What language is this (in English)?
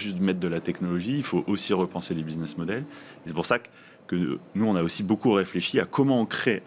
French